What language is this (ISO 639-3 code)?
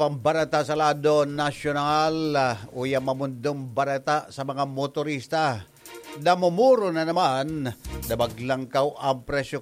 bik